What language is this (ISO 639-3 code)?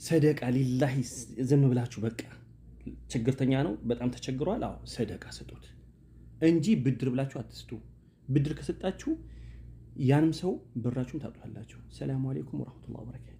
amh